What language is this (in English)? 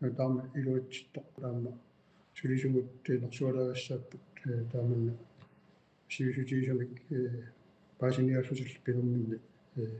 Kalaallisut